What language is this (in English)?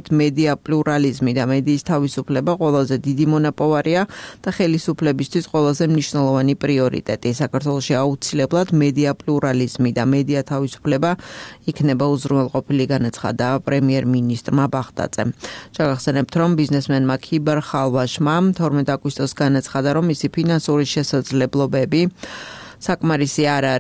Georgian